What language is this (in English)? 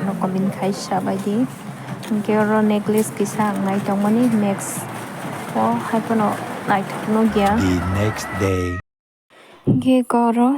Kok Borok